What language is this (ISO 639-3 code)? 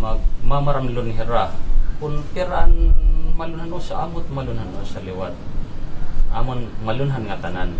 war